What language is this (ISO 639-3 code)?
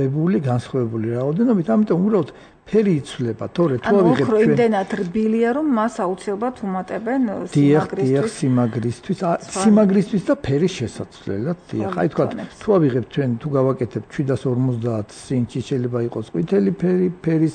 kat